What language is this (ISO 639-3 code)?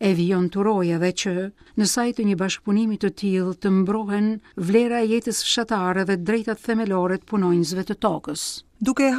sqi